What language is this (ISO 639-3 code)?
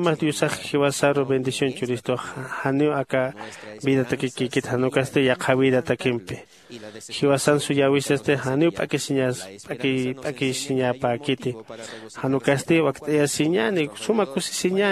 aym